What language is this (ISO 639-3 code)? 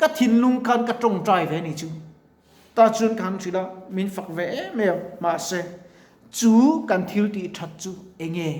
lus